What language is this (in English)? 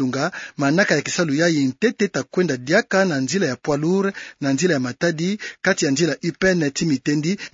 Kituba (Democratic Republic of Congo)